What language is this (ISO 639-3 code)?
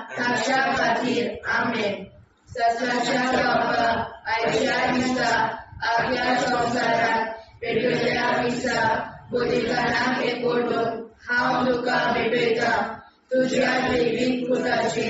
kok